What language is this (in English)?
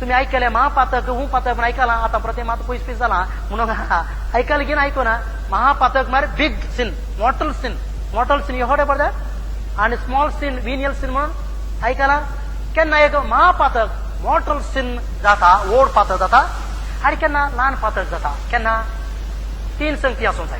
Konkani